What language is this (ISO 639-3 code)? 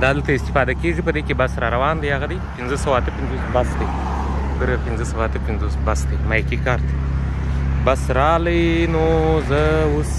pus